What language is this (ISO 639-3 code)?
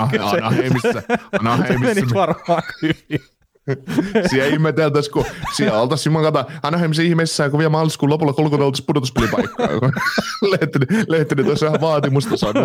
fin